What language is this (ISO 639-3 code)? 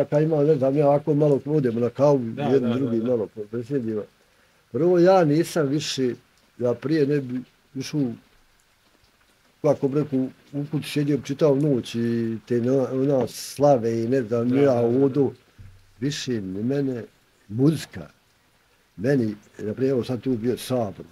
bos